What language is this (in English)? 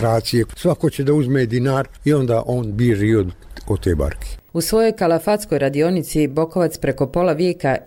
Croatian